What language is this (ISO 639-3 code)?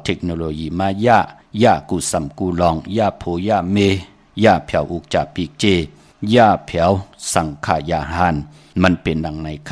shn